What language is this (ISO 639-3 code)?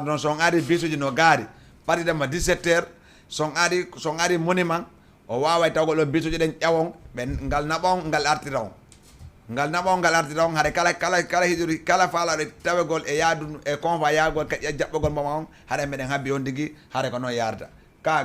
ful